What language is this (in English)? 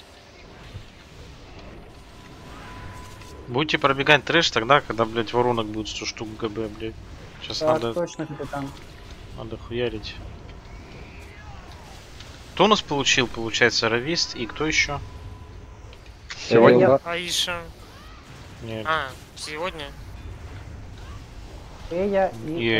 Russian